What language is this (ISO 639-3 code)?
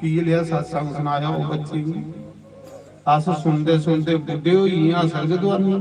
doi